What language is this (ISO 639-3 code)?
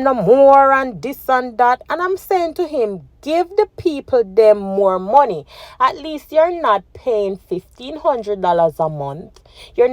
jam